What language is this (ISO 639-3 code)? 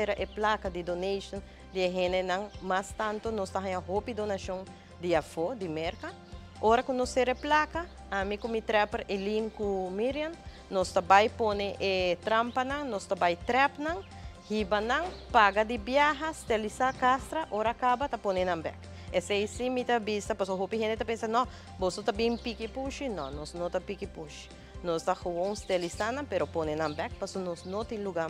pap